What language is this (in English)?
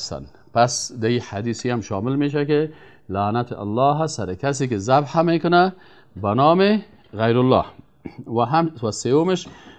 Persian